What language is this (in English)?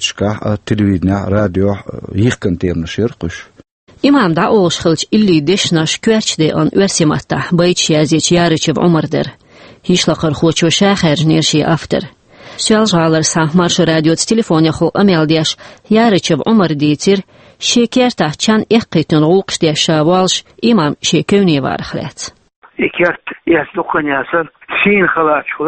Chechen